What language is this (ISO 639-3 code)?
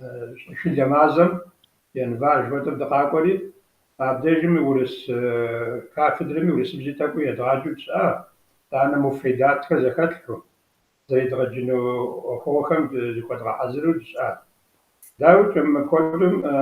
kbd